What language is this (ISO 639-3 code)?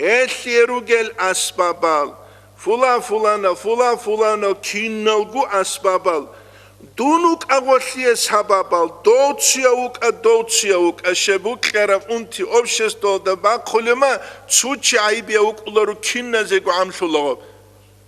ava